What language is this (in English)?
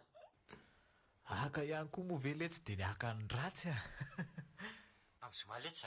Malagasy